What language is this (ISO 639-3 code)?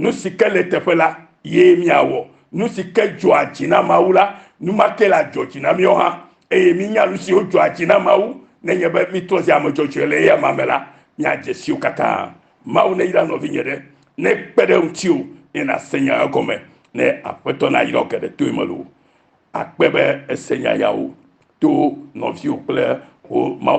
ewe